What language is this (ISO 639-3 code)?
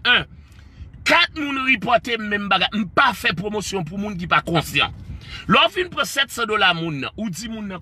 hat